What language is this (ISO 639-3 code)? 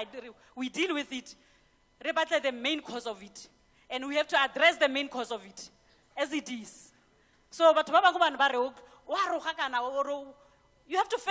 tsn